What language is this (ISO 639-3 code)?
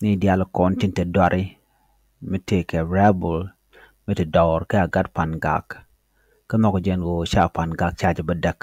nus